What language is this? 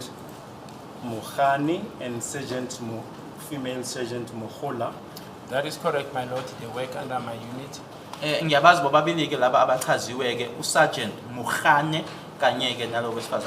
Zulu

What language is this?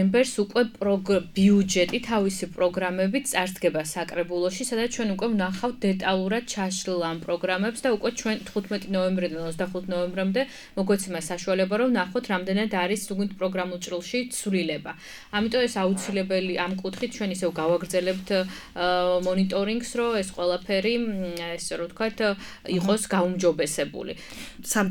Georgian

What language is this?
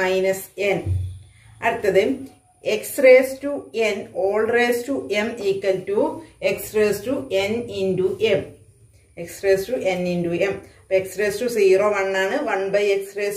Malayalam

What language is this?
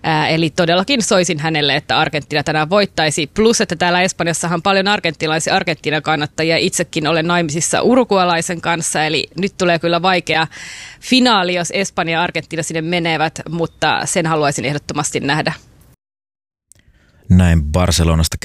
Finnish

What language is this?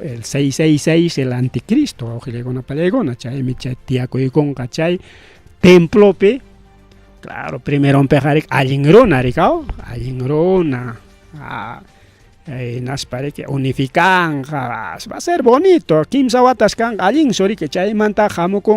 Ayacucho Quechua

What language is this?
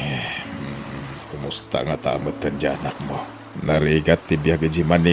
Iloko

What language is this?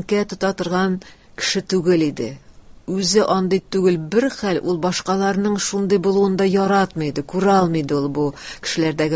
Tatar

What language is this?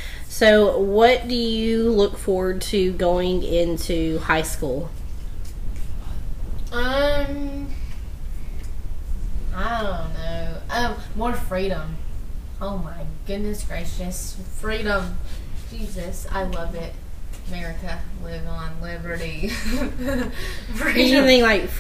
English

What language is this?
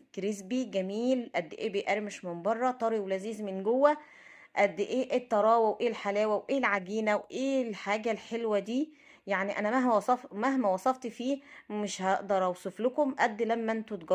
Egyptian Arabic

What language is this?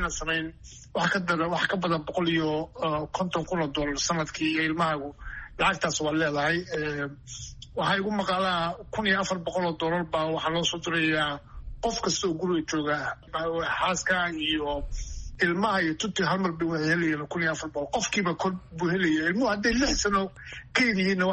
Somali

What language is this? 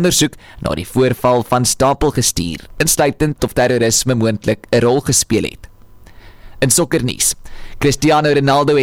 Afrikaans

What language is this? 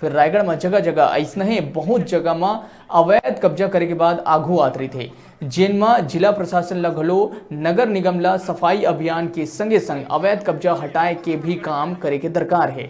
Chhattisgarhi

